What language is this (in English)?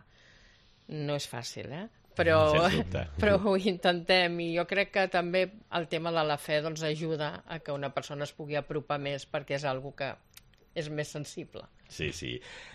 Catalan